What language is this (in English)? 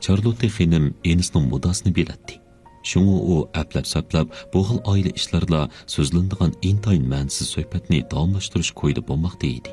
Uyghur